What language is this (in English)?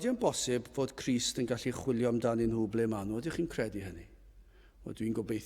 Welsh